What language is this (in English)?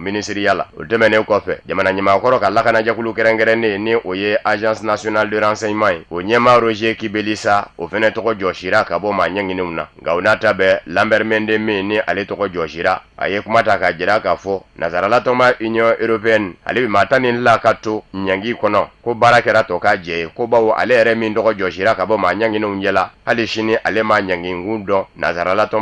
Bambara